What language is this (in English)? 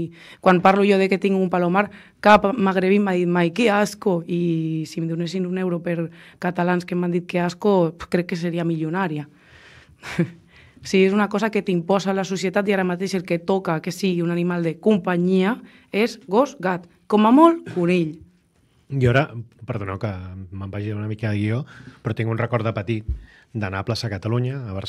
Catalan